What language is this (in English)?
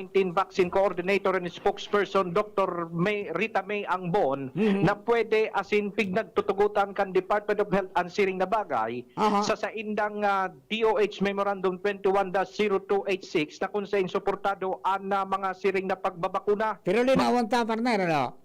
Bikol